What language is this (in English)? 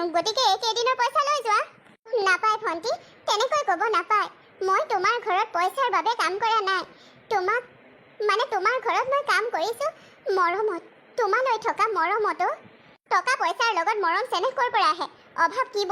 Assamese